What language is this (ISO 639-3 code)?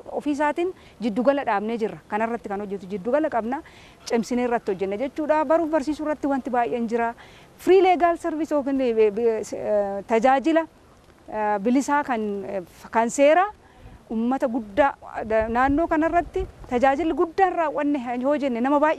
orm